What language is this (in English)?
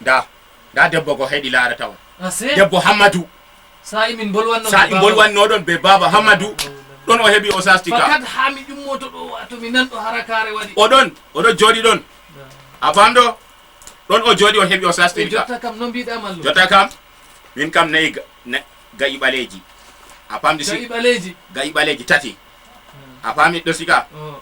Fula